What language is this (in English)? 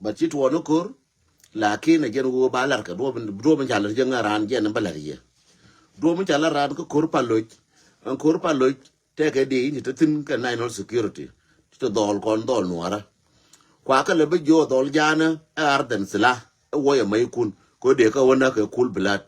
Nuer